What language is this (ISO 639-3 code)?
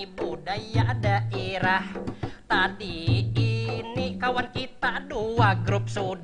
bjn